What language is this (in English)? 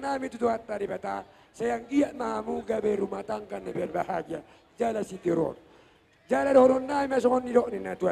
Batak Toba